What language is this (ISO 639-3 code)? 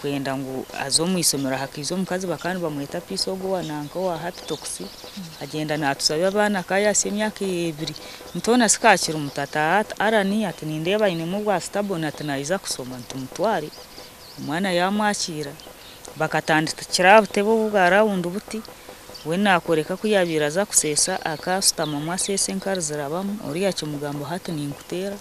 nyn